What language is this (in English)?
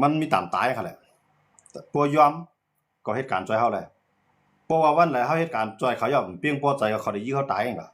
Shan